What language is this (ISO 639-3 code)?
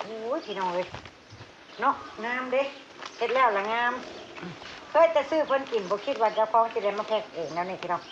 tts